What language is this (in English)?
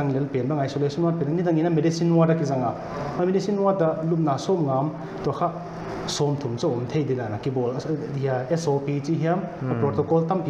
Paite Chin